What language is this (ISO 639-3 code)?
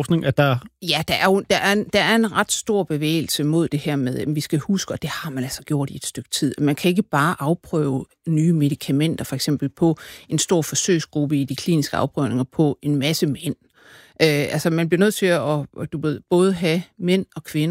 dan